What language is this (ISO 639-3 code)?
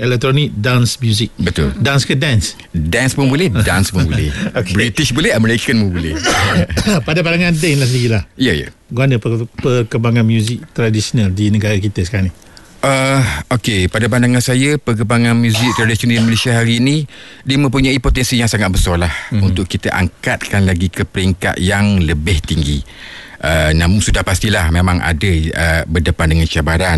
msa